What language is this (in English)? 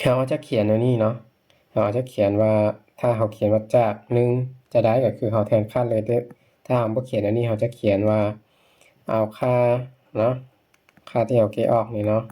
Lao